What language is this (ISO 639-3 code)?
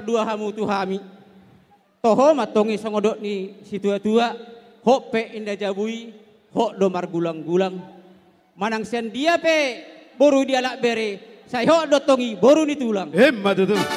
bbc